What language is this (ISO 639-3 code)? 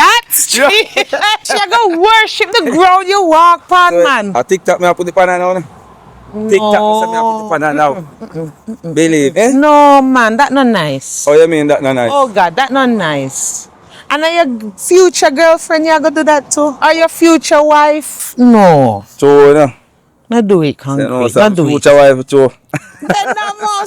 jam